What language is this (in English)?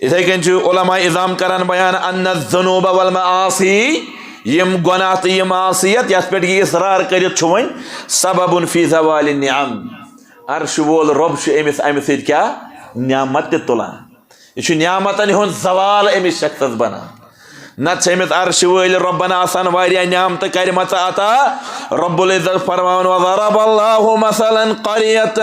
Kashmiri